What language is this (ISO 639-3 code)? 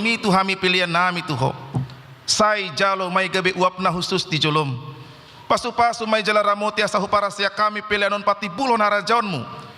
bbc